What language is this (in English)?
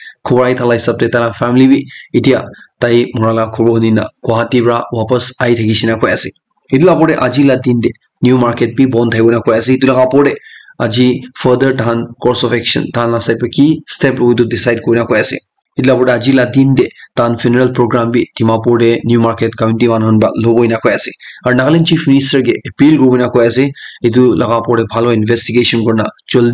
Naga Pidgin